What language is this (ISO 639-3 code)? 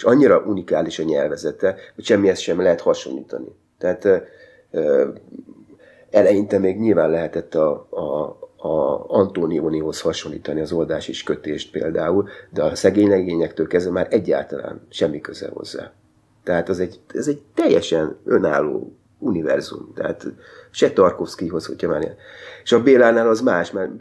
hun